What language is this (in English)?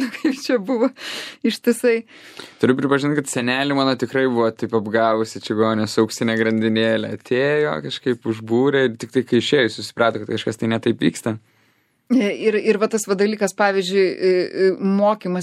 Lithuanian